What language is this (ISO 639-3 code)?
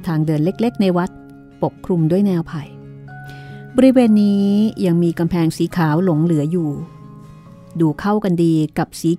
tha